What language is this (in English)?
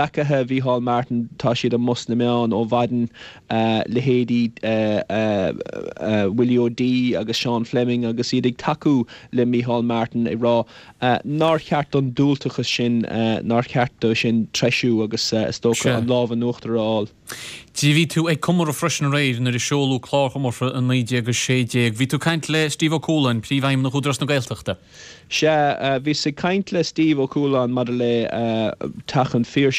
Irish